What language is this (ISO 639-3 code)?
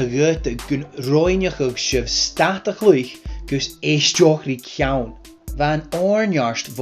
gla